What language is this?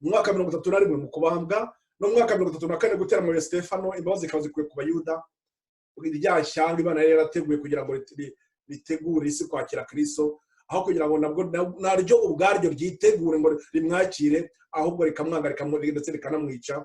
Kinyarwanda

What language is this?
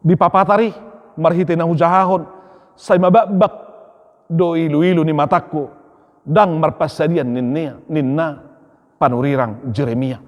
Batak Toba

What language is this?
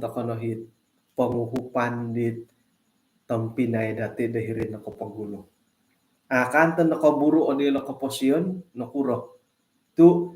Central Dusun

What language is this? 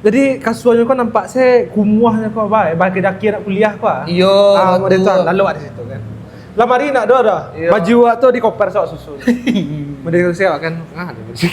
Minangkabau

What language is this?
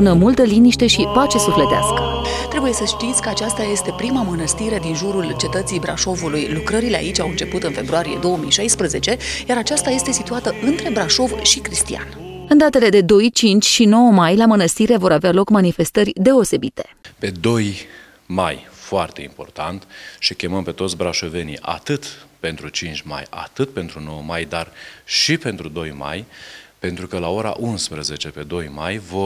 Romanian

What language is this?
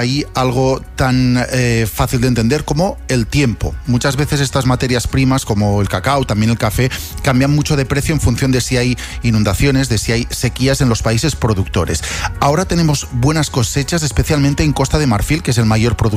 Spanish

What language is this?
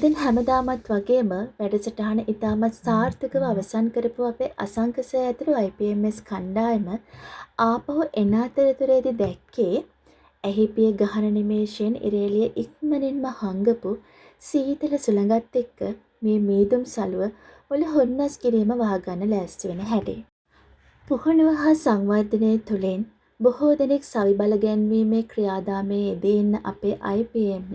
Sinhala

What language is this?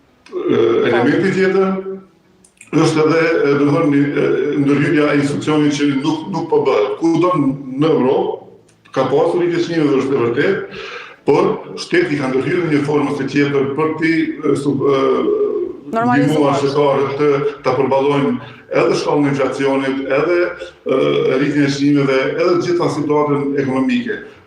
Albanian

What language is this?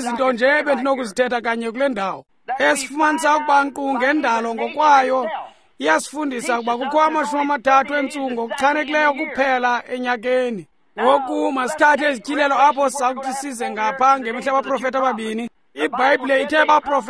Xhosa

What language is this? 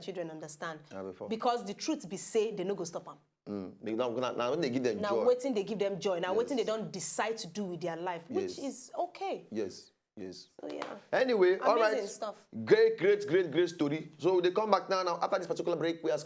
Nigerian Pidgin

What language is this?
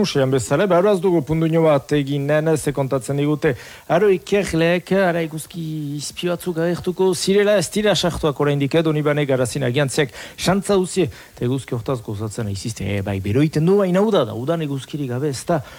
Basque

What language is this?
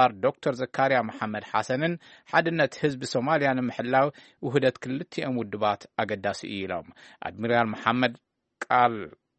Tigrinya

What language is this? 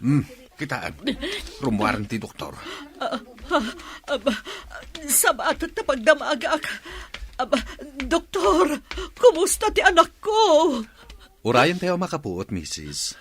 Iloko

